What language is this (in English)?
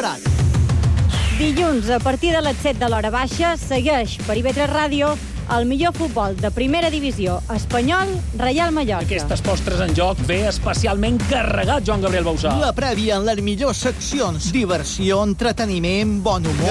Catalan